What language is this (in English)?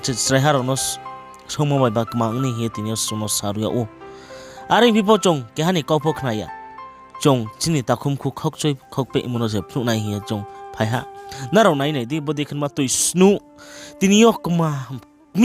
Riang (India)